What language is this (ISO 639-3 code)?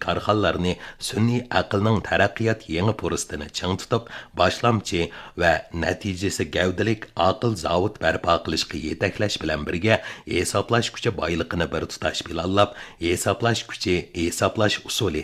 uig